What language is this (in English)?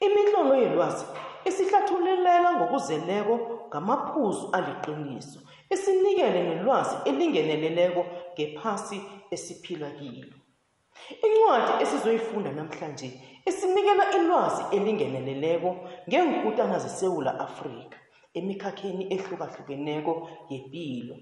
South Ndebele